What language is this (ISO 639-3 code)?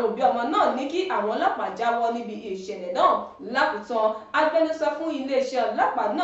yor